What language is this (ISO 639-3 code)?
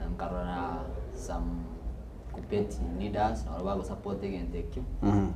guz